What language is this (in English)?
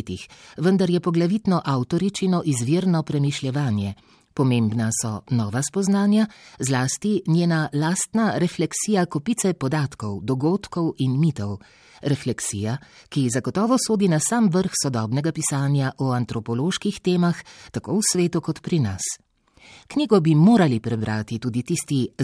Slovenian